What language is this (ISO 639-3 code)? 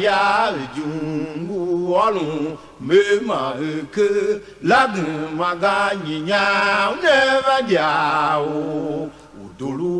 tiv